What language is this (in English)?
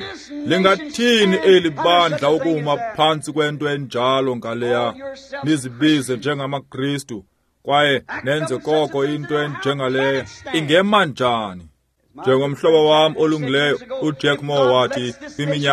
Xhosa